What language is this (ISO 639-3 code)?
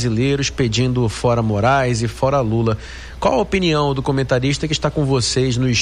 por